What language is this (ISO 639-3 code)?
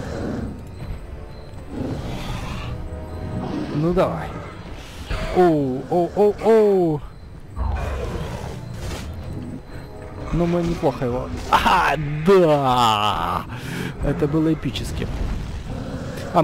rus